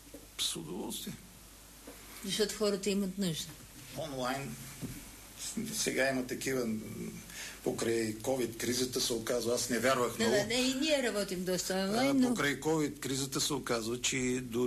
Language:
Bulgarian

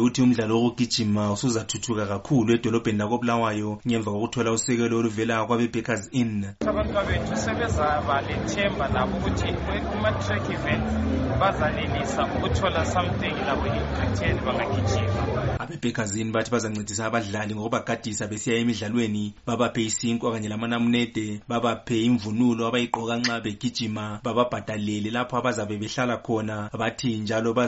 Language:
North Ndebele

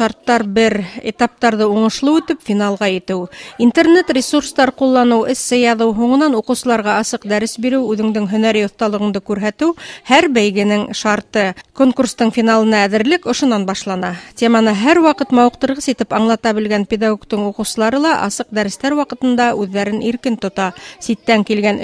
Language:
Bashkir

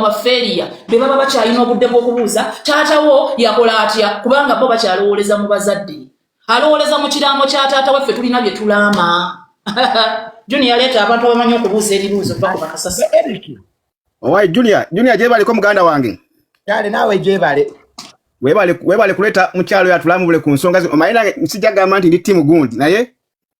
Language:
Ganda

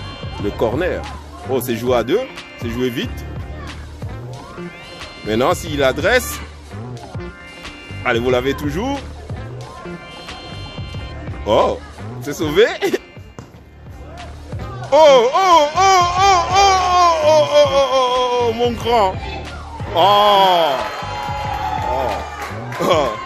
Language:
French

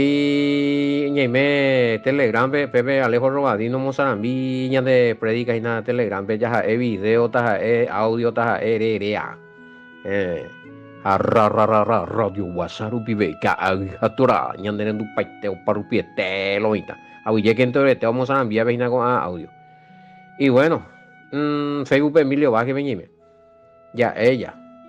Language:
Guarani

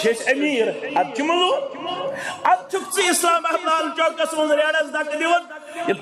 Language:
Kashmiri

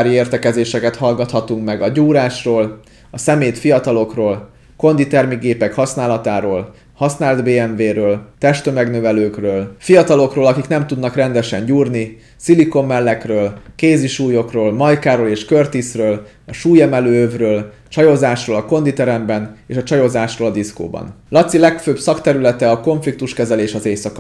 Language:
Hungarian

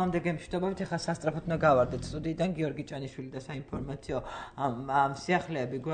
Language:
Georgian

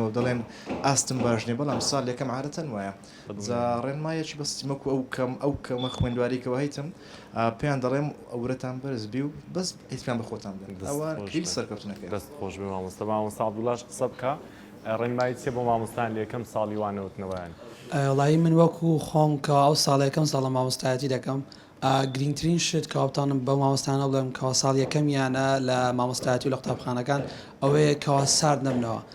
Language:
Central Kurdish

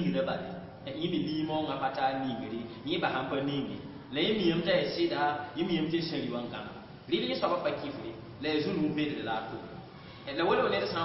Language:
Mossi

